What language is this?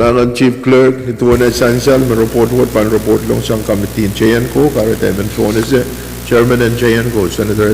Pohnpeian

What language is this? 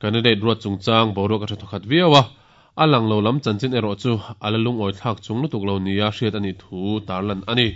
Mizo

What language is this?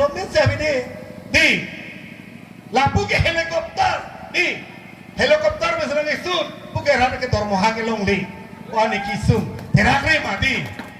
Karbi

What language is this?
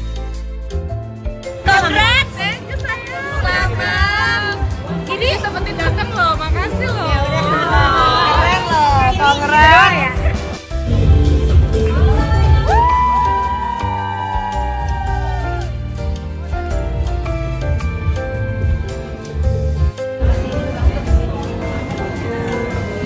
Indonesian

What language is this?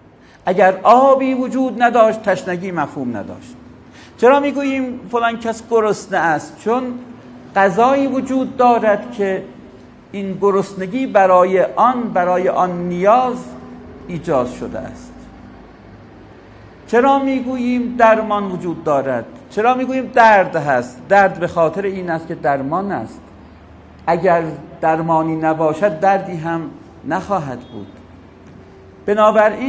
Persian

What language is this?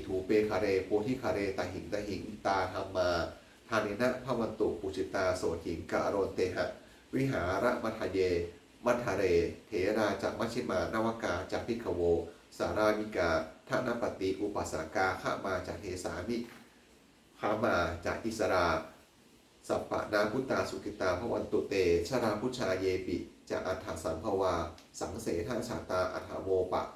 Pali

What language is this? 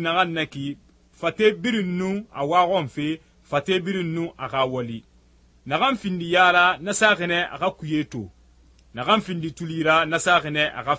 Susu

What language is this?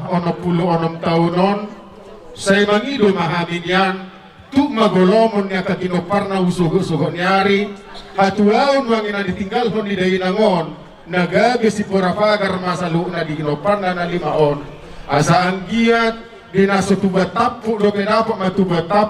Batak Toba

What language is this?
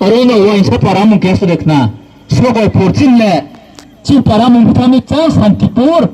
Riang (India)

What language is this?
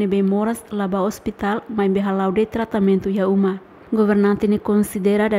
Tetum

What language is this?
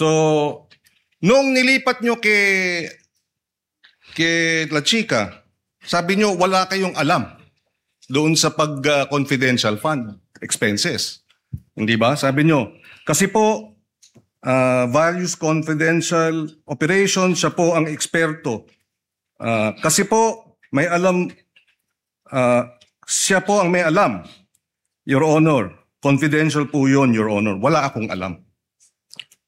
Filipino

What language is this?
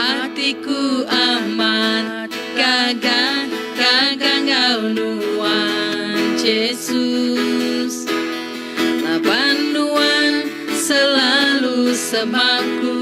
Iban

